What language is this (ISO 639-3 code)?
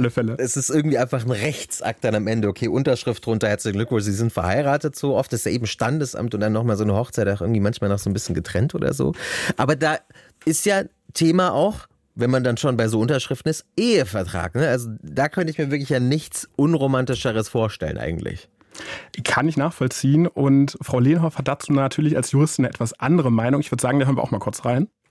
deu